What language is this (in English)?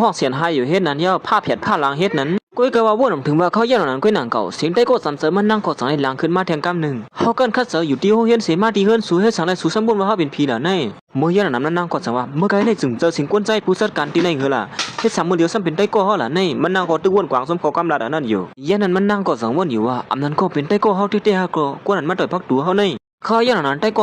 Shan